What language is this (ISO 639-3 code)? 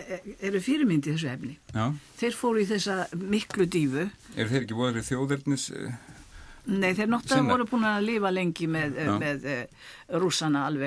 isl